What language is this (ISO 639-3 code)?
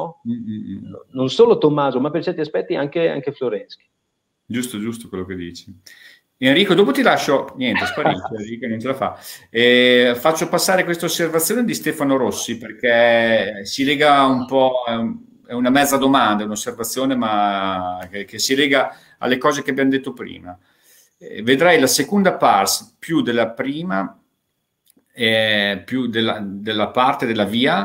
ita